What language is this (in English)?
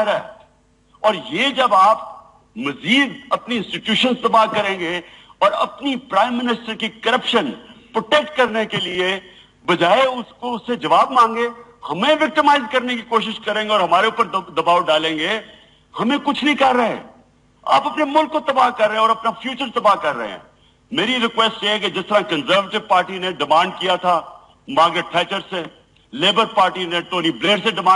Urdu